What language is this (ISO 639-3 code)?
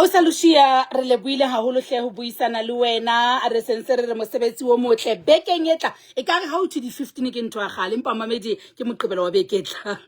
sot